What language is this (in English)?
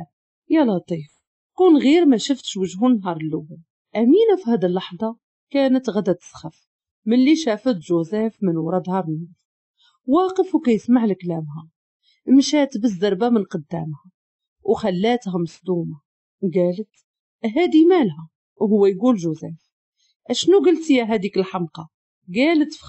Moroccan Arabic